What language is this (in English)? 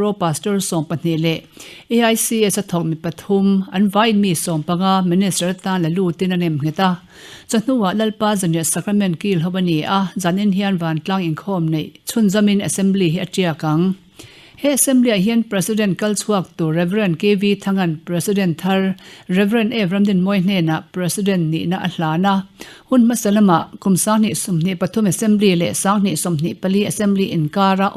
Mizo